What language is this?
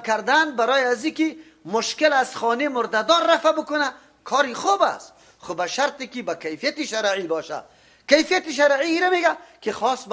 Persian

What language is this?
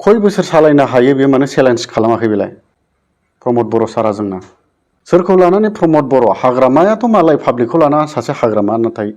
Bodo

